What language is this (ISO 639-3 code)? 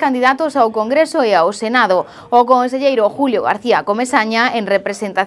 glg